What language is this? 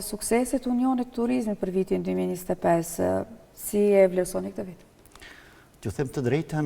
Albanian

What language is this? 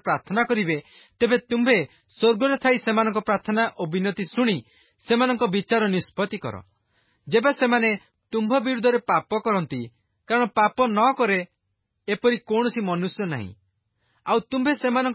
Odia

